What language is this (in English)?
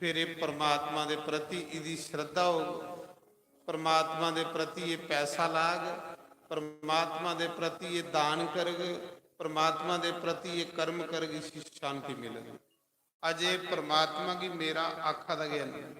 Dogri